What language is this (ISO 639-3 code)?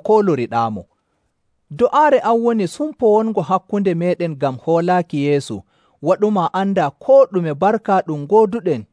fuv